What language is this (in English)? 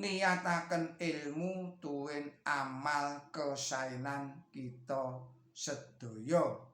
Javanese